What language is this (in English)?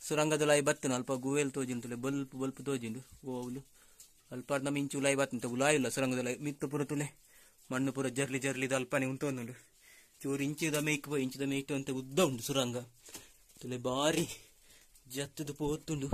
Tulu